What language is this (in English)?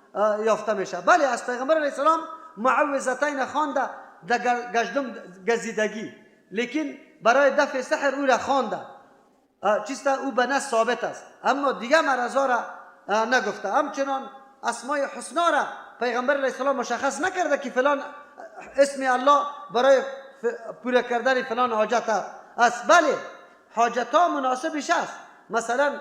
Persian